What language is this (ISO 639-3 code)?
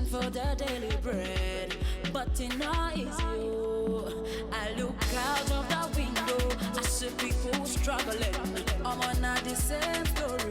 pcm